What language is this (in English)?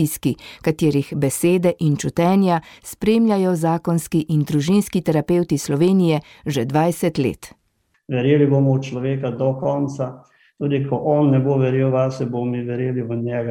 Slovenian